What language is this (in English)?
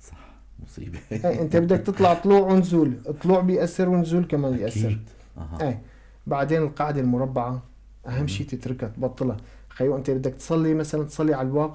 North Levantine Arabic